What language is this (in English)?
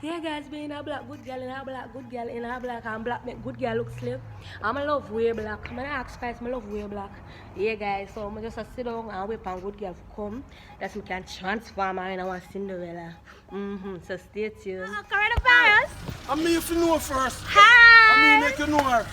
Jamaican Creole English